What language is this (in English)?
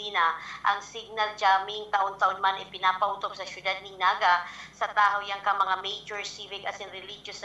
Bikol